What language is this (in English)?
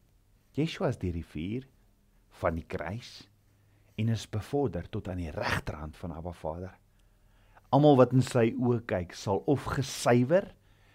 Afrikaans